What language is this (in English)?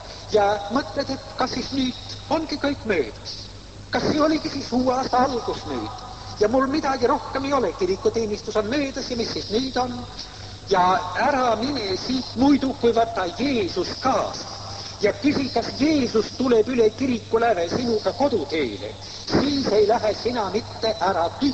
Estonian